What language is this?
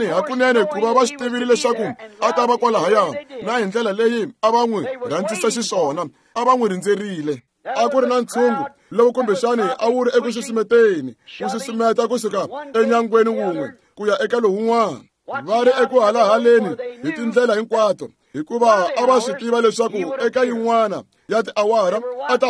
Tsonga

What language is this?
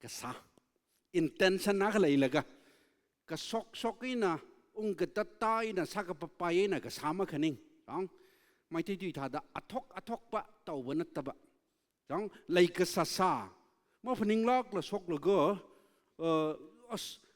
Tangkhul Naga (India)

